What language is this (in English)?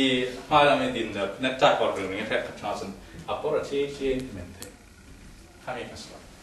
Falam Chin